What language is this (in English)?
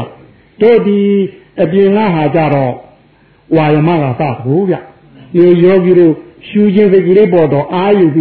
Burmese